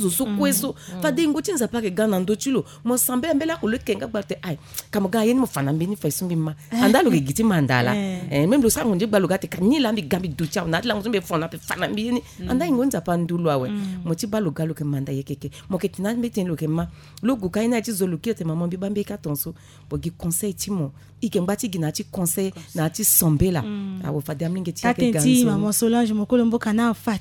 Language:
Sango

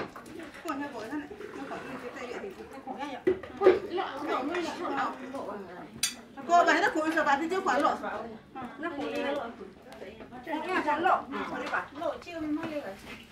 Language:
Vietnamese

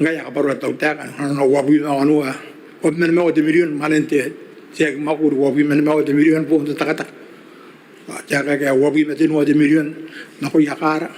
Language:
Gilbertese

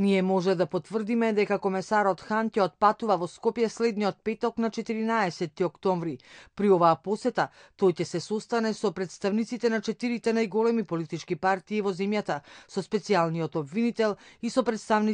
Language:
Macedonian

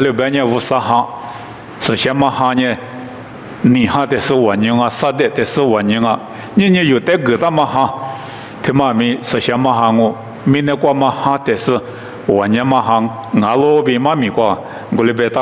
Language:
Lisu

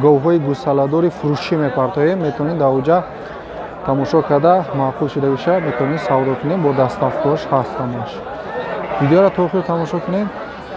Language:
Tajik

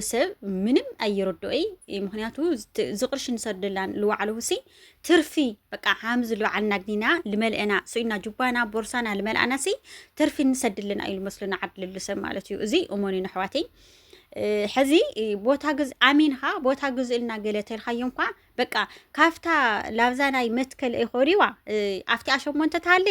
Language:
Tigrinya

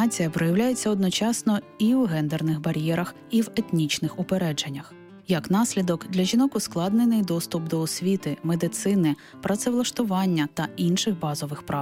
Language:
Ukrainian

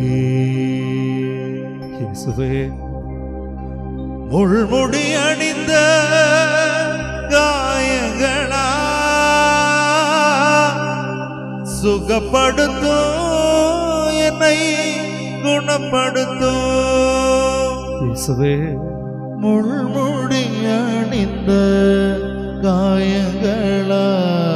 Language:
Tamil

